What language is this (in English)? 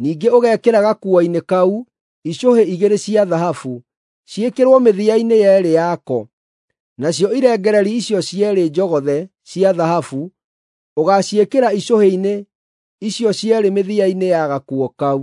Kikuyu